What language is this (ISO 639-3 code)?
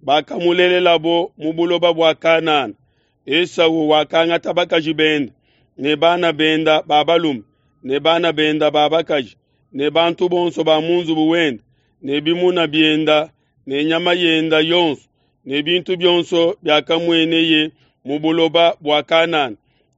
lua